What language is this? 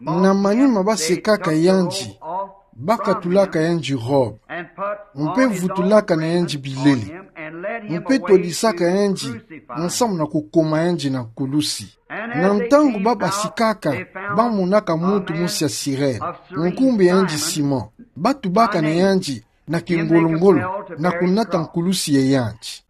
Kituba (Democratic Republic of Congo)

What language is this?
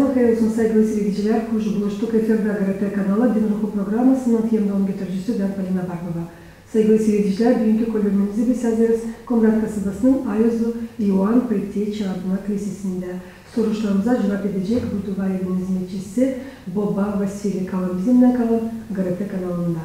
Gagauz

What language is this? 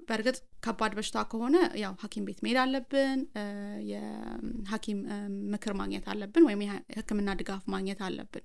Amharic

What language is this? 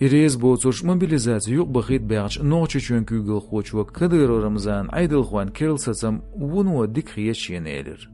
Chechen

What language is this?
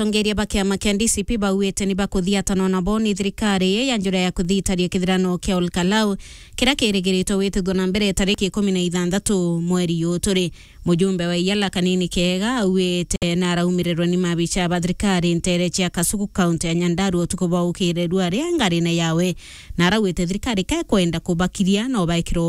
Meru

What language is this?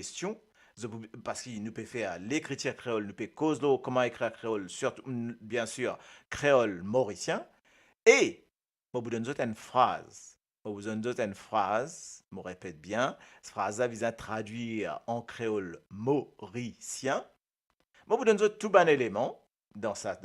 Morisyen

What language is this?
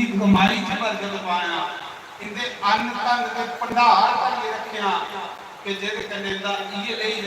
Dogri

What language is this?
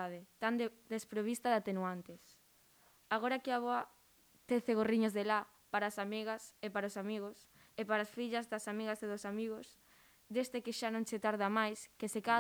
Galician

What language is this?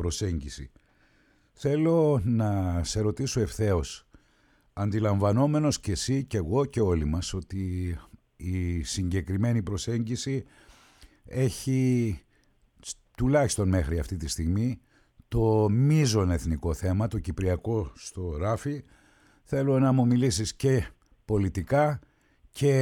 Greek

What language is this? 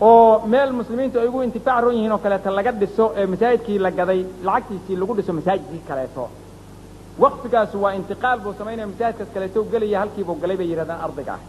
Somali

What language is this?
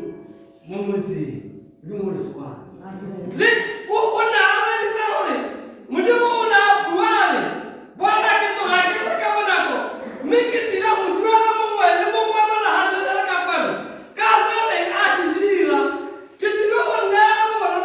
Tswana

